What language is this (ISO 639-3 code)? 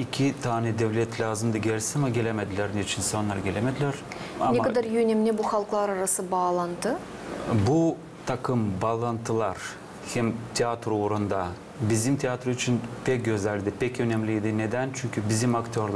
gag